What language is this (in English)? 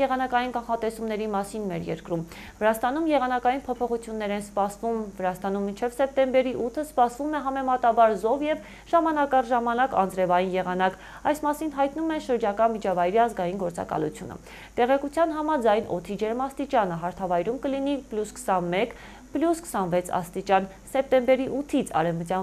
Armenian